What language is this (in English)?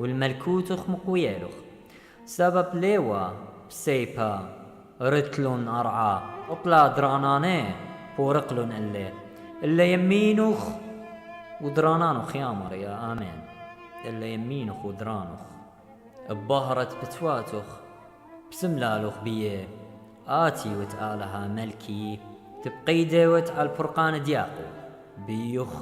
Assyrian Neo-Aramaic